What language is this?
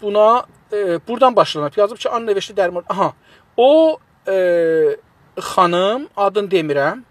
South Azerbaijani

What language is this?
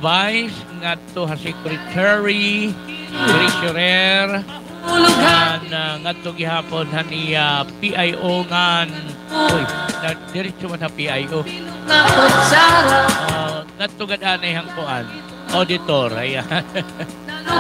Waray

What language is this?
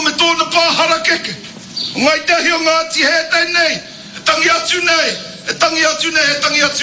Māori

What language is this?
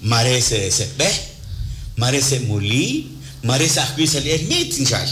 Kekchí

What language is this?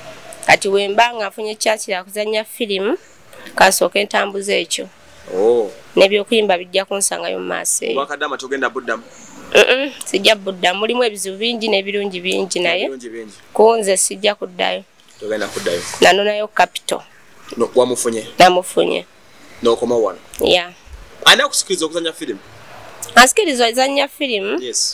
Ganda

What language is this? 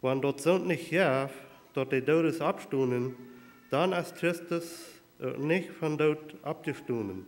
Plautdietsch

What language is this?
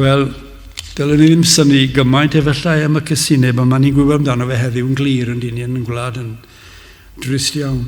Welsh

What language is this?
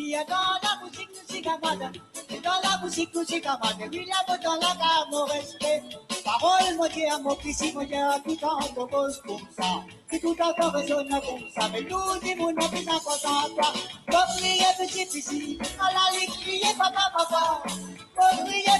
Morisyen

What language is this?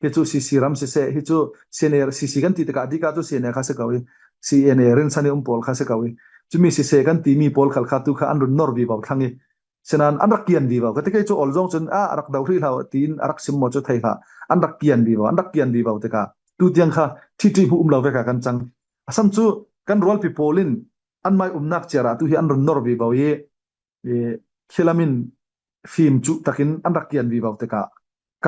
Falam Chin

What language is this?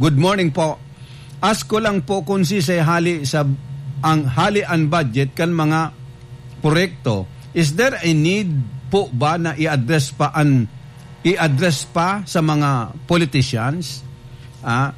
Bikol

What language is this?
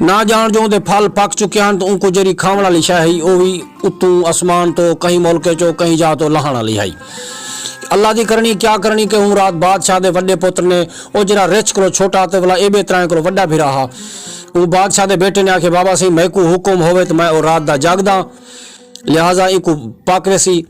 Saraiki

